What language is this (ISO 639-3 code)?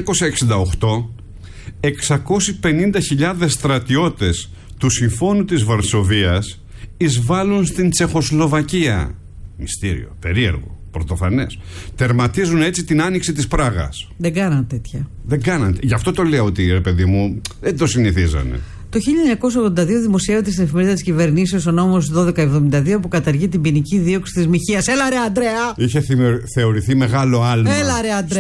ell